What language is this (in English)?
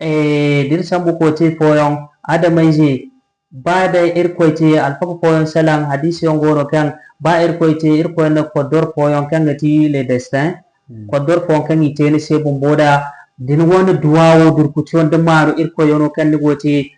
Zarma